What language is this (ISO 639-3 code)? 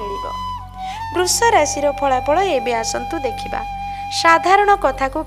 ori